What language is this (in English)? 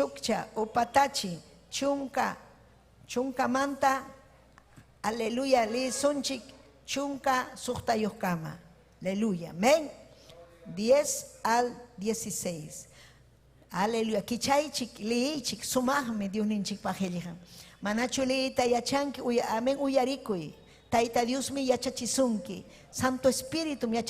Ayacucho Quechua